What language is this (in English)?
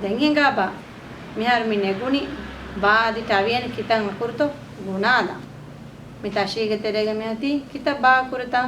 Divehi